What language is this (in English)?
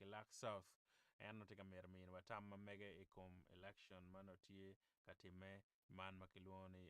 Acoli